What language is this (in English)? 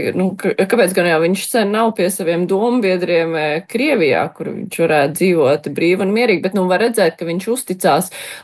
Latvian